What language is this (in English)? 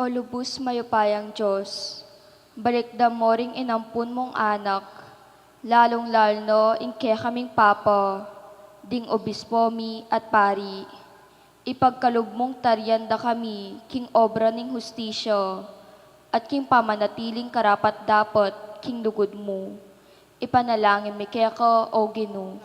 Pampanga